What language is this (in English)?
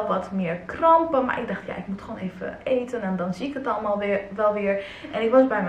Dutch